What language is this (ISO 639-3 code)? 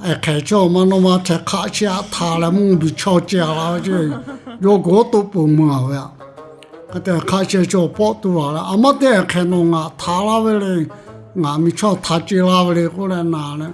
lhu